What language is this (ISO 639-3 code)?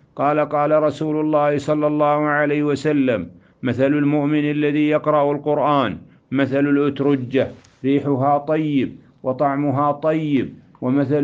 ara